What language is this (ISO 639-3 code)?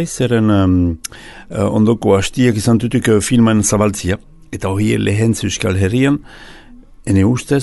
eus